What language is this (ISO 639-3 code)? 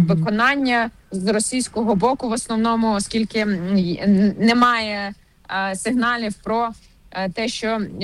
ukr